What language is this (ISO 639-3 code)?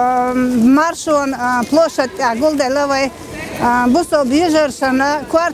che